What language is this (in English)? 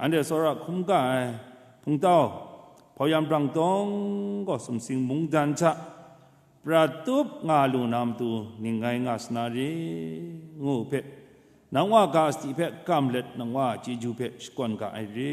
Kachin